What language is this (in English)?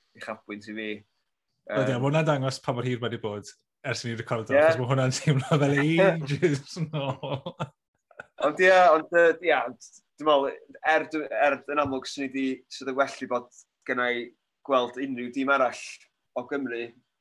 Welsh